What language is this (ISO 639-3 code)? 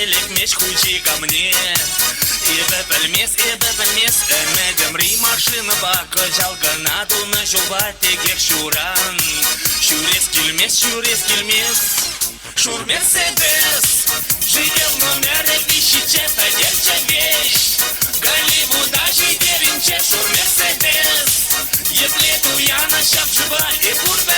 chv